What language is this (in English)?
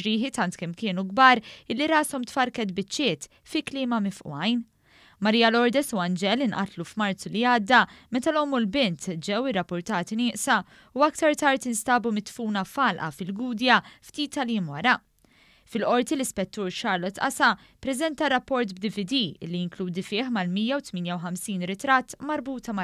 Maltese